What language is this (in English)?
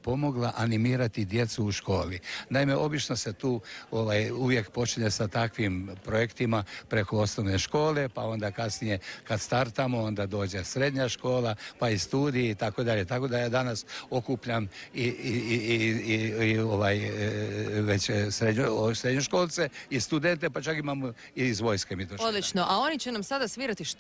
Croatian